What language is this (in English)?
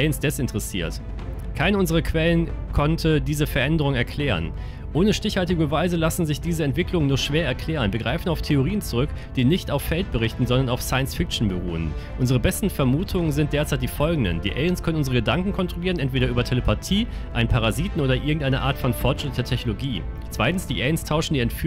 German